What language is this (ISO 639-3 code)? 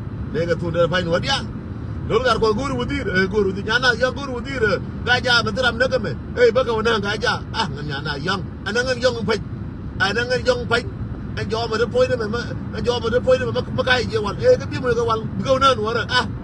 nus